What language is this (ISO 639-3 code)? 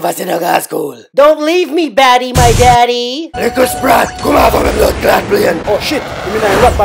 jam